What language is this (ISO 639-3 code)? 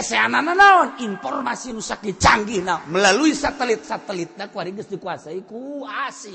sun